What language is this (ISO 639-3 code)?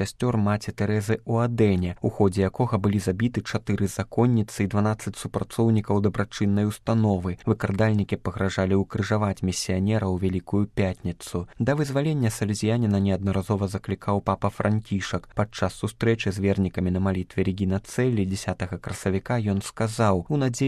bel